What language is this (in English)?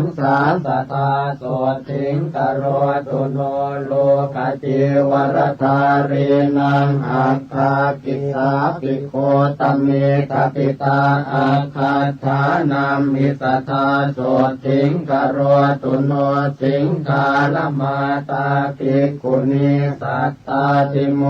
Pali